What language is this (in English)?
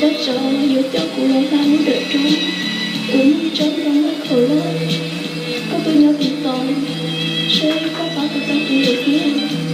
Hmong